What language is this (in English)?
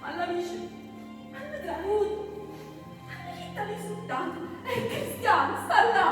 Neapolitan